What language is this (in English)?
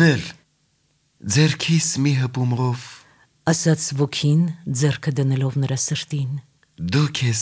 Armenian